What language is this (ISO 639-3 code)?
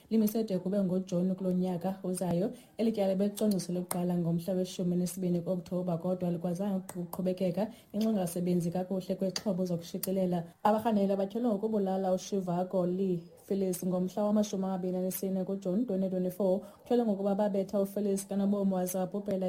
xho